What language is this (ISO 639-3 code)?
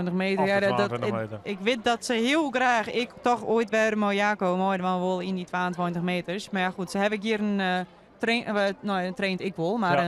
fry